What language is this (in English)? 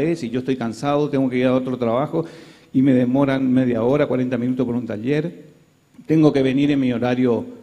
Spanish